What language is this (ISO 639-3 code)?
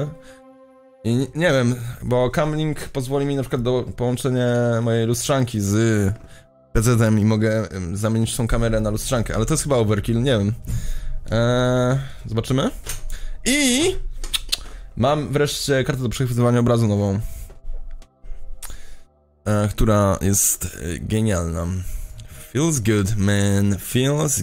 pol